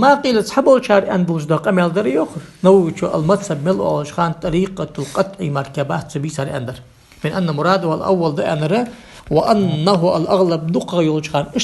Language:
Ingush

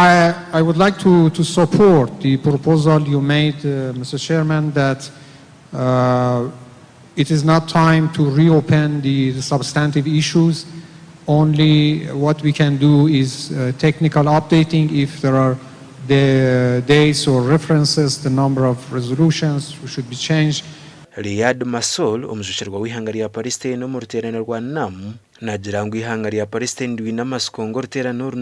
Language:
Nyankole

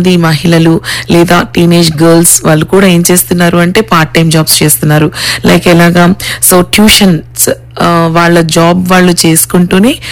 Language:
Telugu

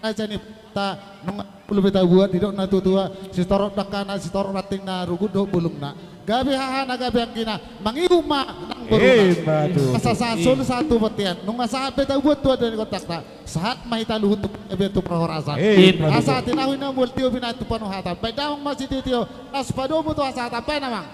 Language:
Batak Toba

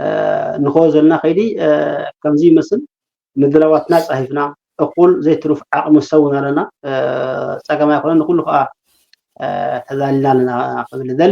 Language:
Tigrinya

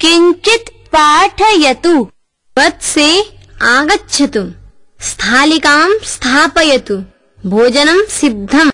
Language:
Sanskrit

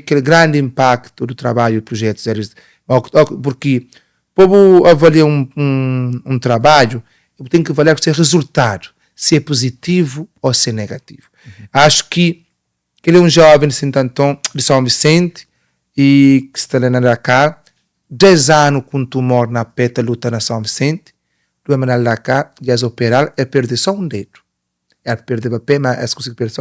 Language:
Kabuverdianu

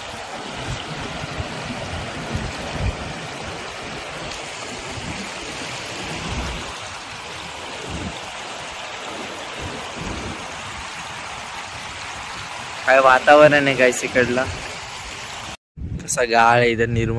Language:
Marathi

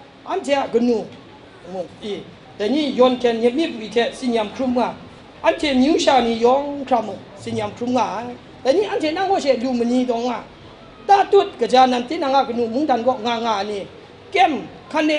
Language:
Kachin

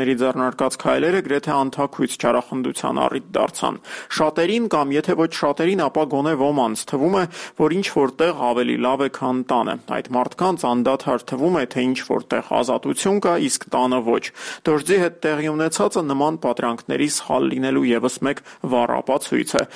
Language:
Armenian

